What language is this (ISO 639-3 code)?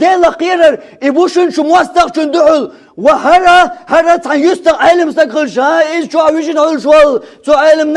che